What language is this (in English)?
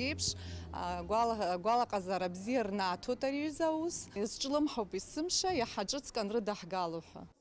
Abkhazian